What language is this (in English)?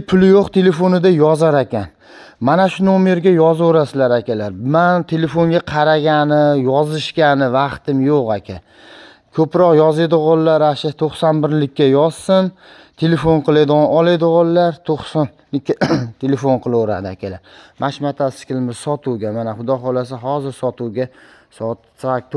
Uzbek